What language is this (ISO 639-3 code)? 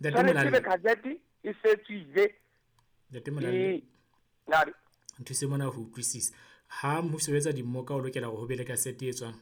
sot